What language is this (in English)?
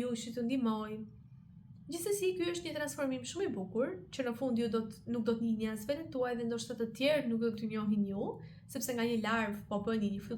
Albanian